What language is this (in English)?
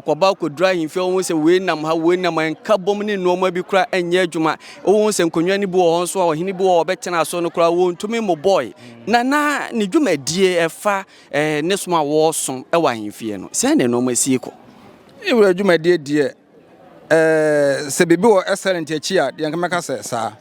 Akan